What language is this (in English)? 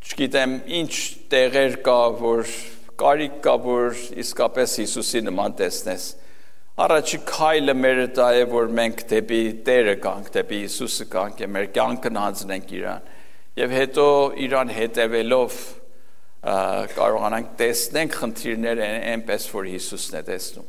Armenian